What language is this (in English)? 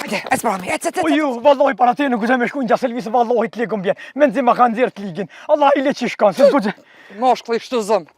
Albanian